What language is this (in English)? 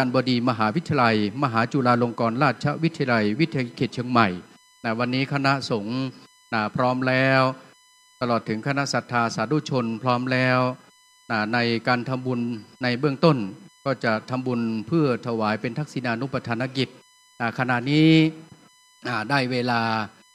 Pali